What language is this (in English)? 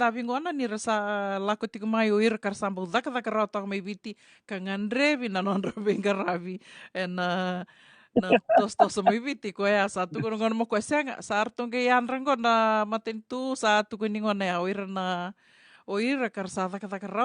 Fijian